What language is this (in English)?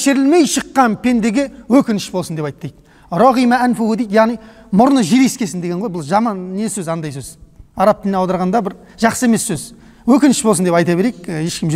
Kazakh